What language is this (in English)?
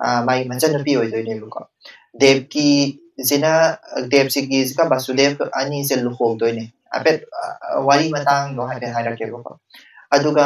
Manipuri